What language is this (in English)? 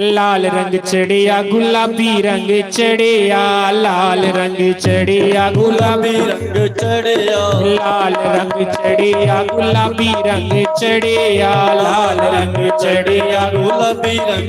Dogri